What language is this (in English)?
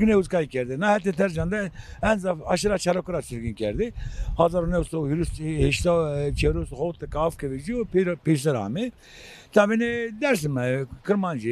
Zaza